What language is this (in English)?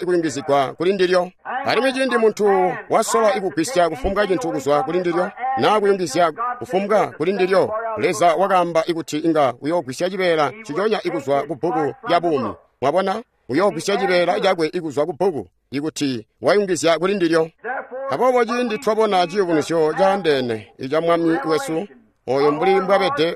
Tonga (Zambia)